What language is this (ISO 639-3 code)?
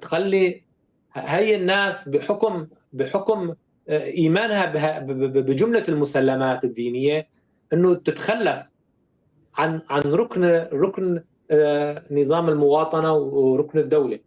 apc